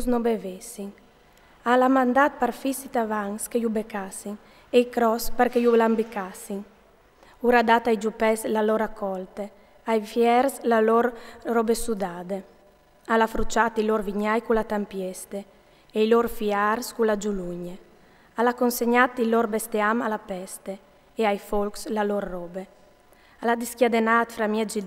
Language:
Friulian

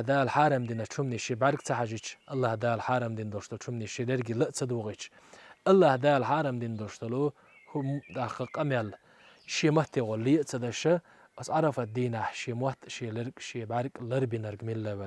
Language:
Chechen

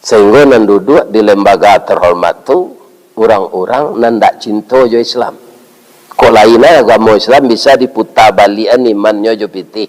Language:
Minangkabau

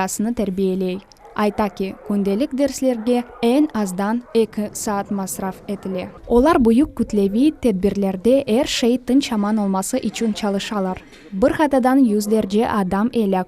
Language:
Crimean Tatar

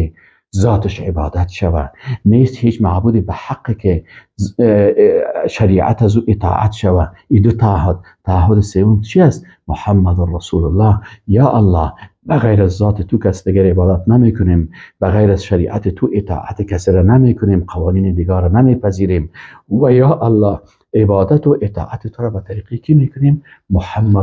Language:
Persian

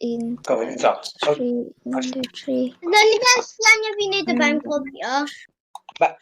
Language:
Welsh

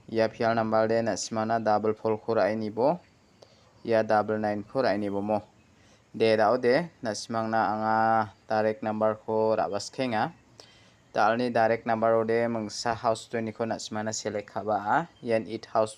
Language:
Garo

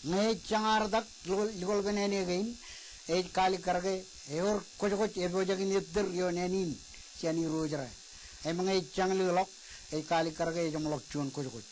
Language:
Marshallese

